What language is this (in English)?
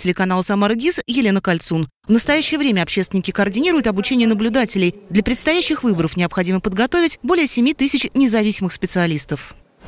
Russian